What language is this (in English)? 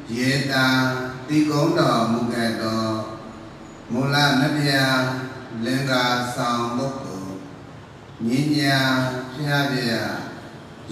Burmese